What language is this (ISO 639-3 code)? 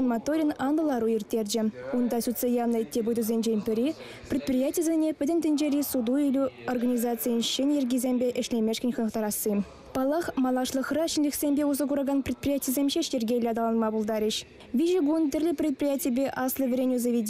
chv